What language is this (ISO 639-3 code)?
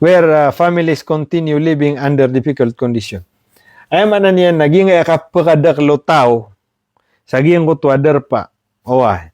mrw